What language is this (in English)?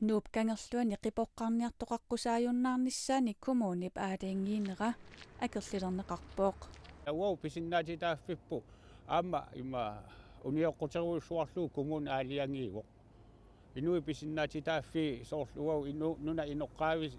Kalaallisut